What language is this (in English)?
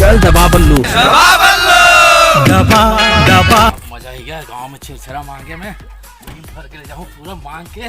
Chhattisgarhi